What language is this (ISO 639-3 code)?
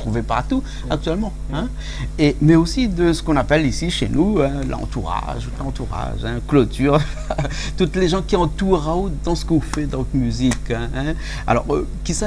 rcf